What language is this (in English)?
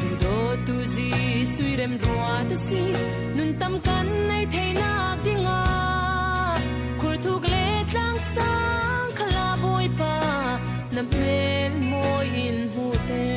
Falam Chin